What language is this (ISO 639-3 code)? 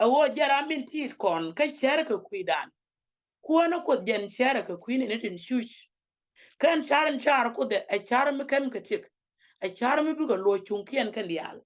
nus